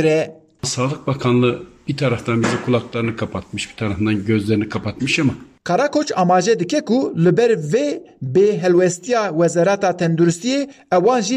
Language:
Kurdish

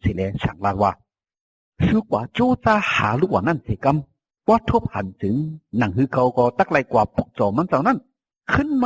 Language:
Shan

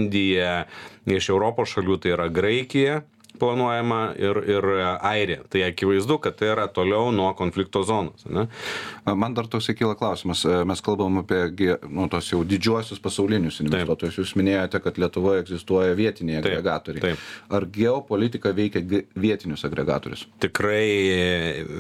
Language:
Lithuanian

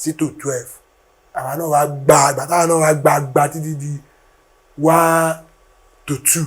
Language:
Yoruba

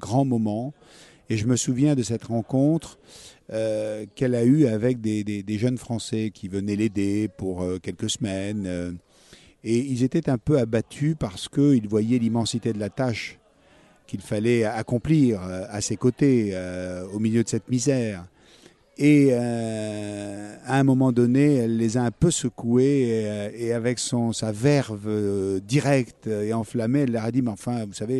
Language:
French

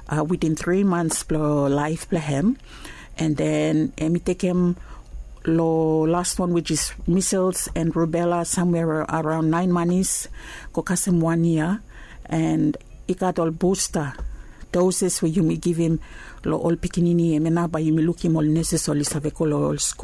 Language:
Bislama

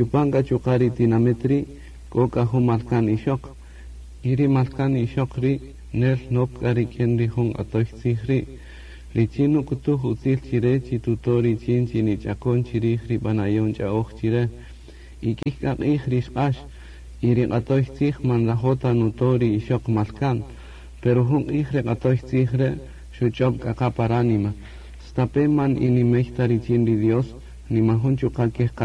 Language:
Kaqchikel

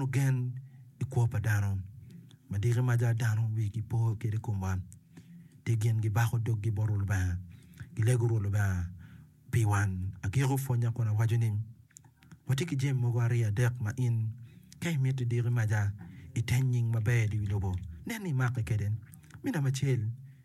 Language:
Acoli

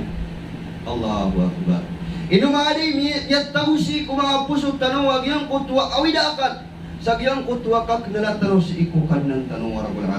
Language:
Maranao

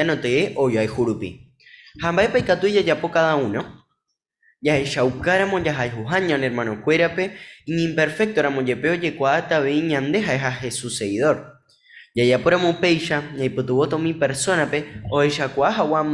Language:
Guarani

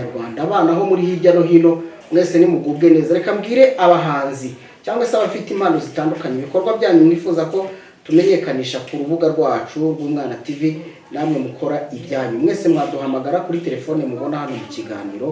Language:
Kinyarwanda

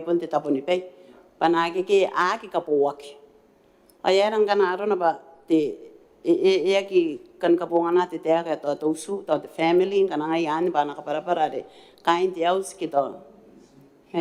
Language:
Gilbertese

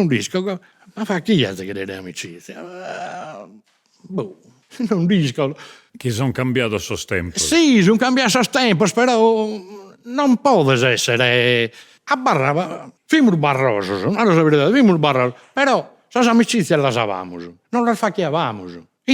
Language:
Sardinian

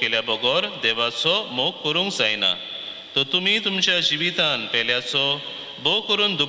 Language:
Konkani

